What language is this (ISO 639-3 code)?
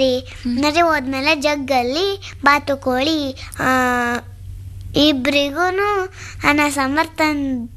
kan